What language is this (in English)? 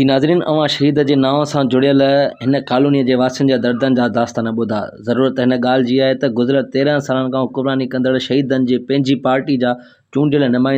Sindhi